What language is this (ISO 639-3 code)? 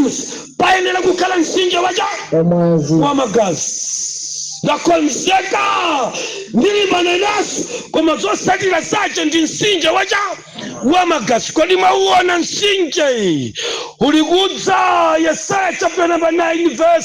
nya